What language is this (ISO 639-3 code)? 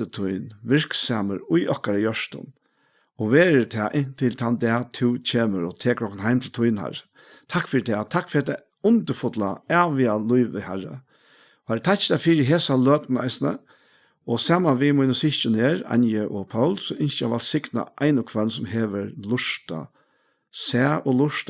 fao